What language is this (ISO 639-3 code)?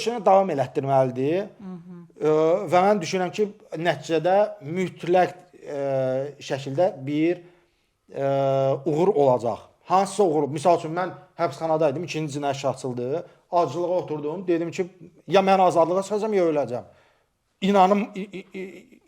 aze